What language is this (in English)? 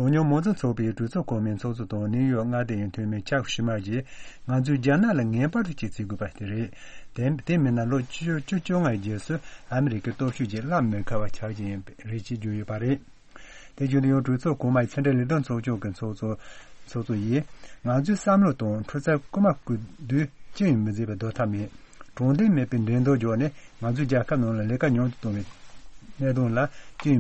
Tibetan